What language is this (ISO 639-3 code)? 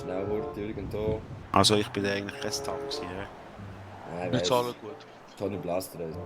gsw